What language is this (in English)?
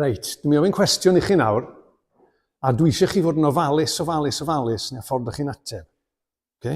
Welsh